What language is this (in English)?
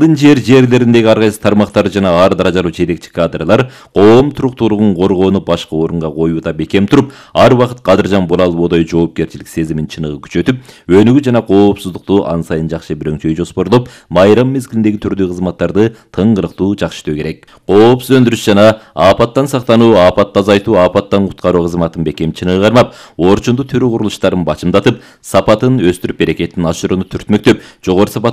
Kyrgyz